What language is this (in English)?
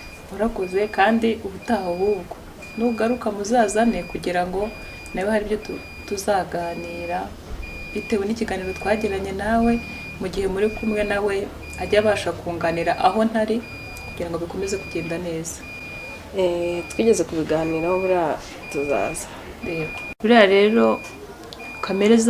Kinyarwanda